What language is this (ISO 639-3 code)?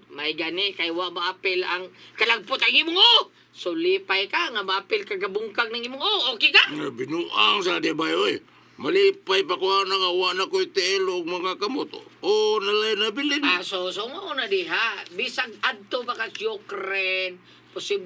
ceb